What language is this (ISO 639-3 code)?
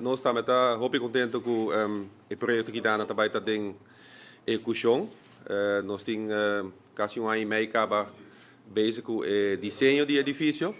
pap